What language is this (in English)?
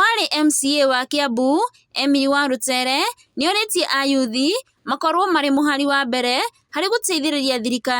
Kikuyu